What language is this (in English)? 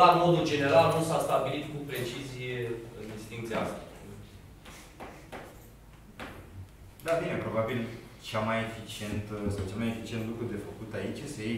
Romanian